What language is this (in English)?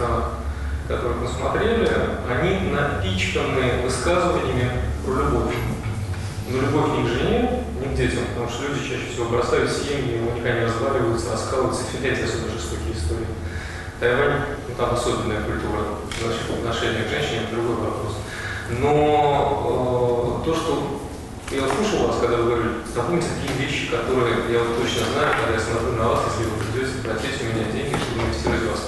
Russian